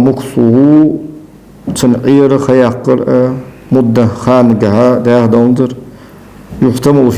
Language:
Ingush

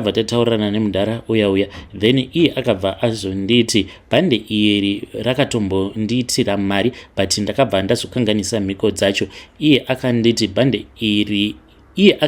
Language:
Shona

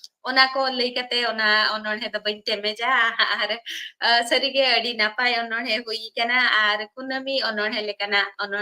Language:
Santali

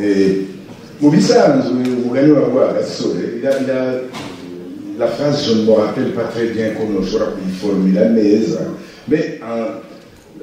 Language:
Rundi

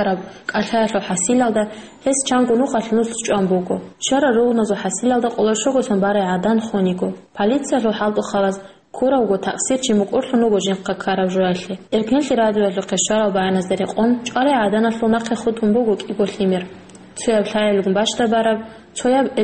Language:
Avaric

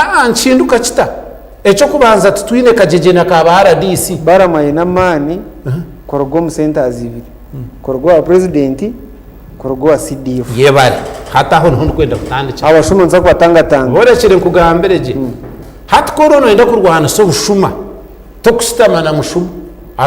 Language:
Nyankole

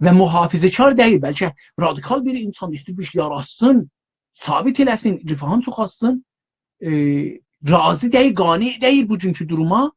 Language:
South Azerbaijani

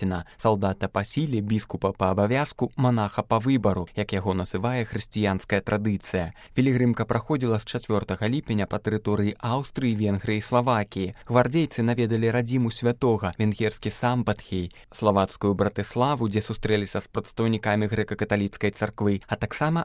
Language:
Belarusian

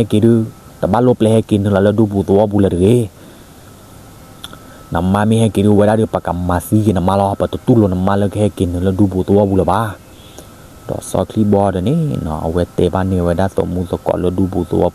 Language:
S'gaw Karen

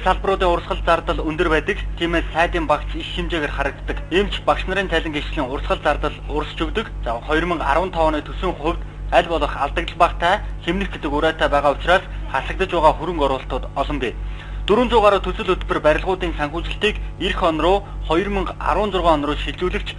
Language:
Mongolian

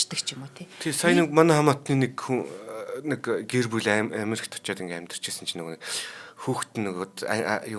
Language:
Mongolian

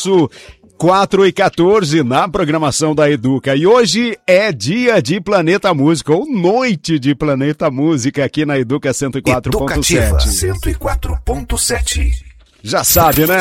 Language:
Portuguese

